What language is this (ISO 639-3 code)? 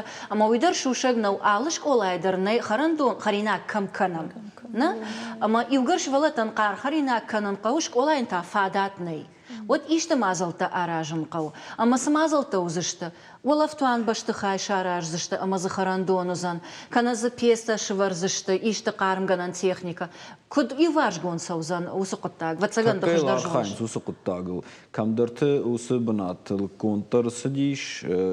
oss